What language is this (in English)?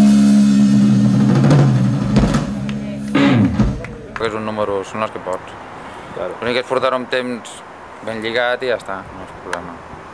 Catalan